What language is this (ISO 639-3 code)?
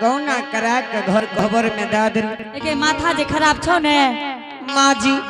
anp